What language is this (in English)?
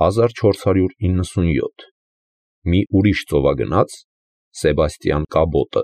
Armenian